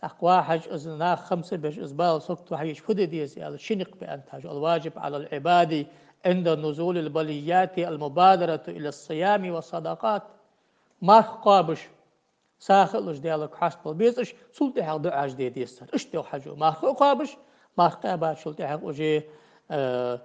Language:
Ingush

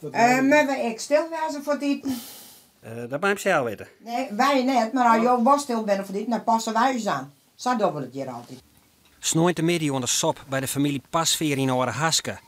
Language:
Western Frisian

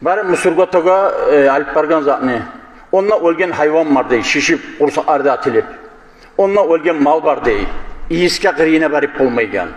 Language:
Kumyk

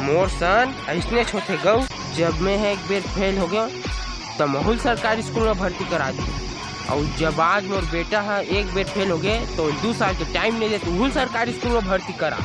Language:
Chhattisgarhi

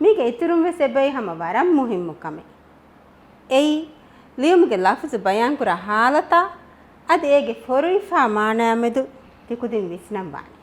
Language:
Divehi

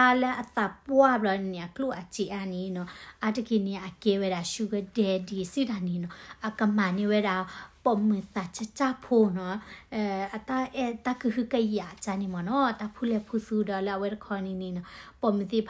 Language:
S'gaw Karen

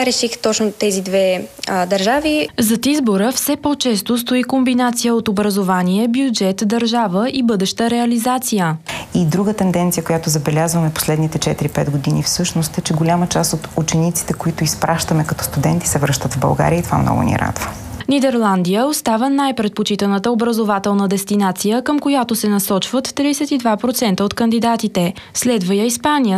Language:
Bulgarian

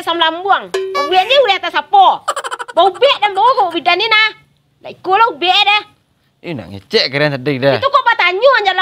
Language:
Minangkabau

